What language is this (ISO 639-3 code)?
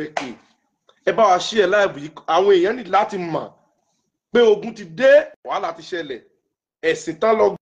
yor